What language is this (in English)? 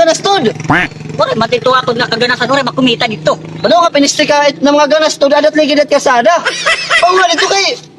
Waray